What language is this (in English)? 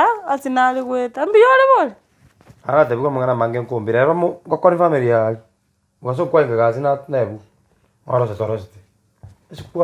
Gusii